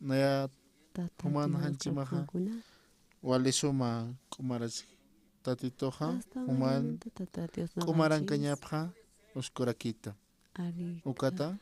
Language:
Aymara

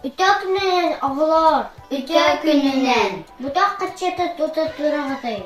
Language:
Yakut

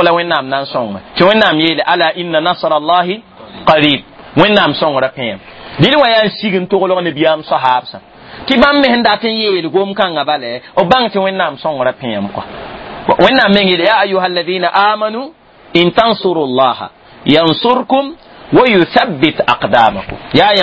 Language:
Mossi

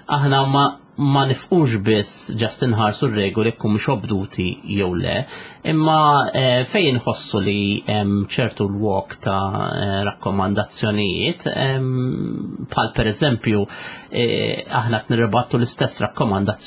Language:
Maltese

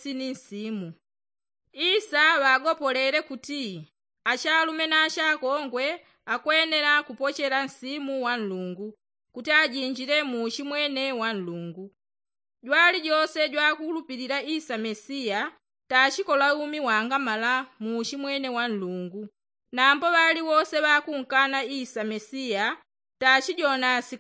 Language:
Yao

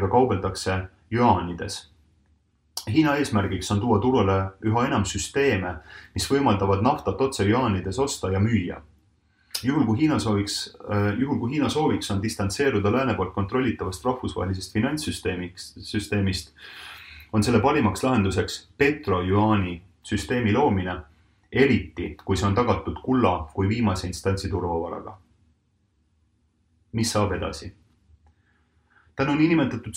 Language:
Estonian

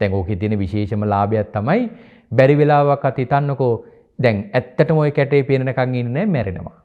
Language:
Sinhala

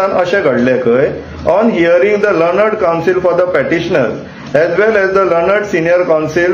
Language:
Konkani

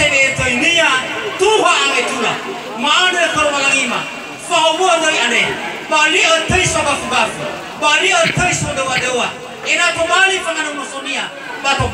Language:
Nias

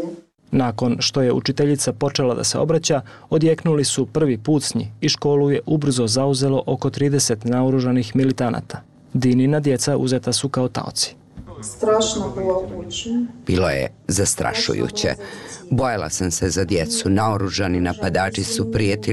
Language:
Bosnian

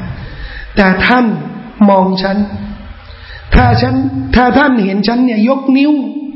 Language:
Thai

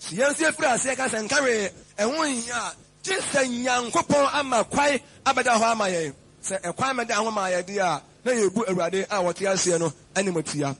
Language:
Akan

